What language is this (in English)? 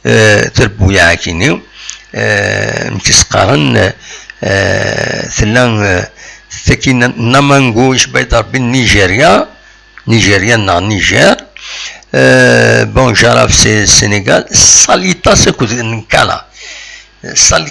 Kabyle